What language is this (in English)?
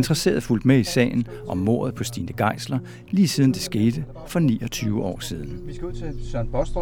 Danish